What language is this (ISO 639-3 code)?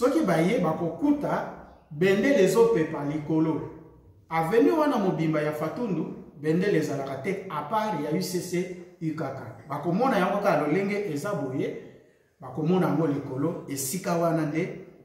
lin